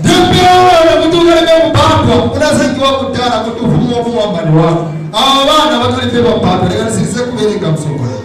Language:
Nyanja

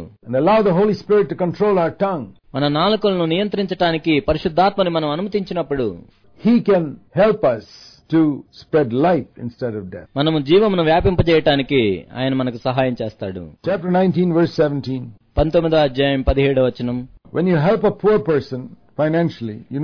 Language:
Telugu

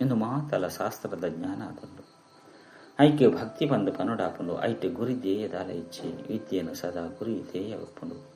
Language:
Tulu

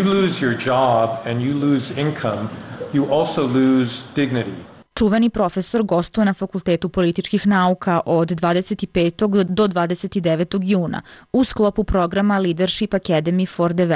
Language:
Serbian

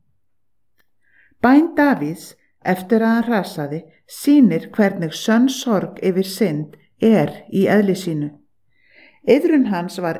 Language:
Icelandic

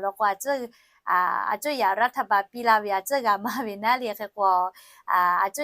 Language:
Lahu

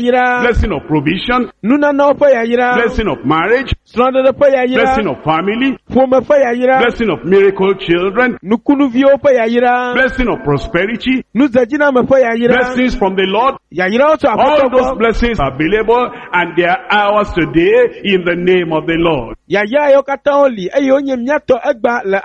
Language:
Ewe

